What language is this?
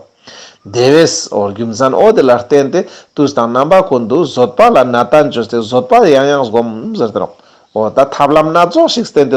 Ladakhi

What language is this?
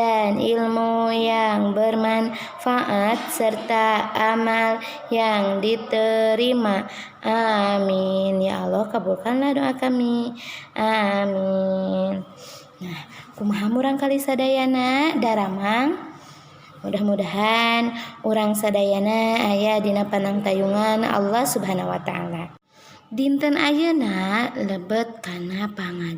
Sundanese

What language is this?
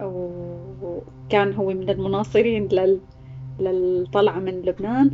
North Levantine Arabic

